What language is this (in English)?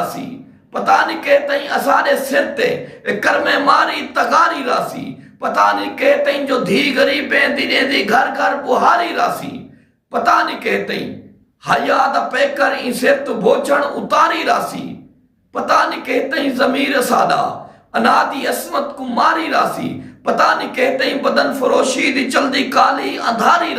Saraiki